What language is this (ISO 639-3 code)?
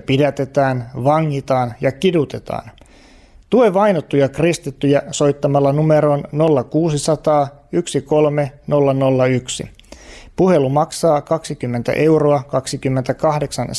fin